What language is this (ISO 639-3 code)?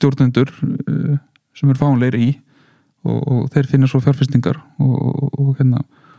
isl